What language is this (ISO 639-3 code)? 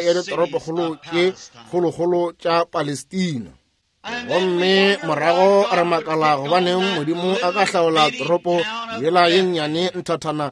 nso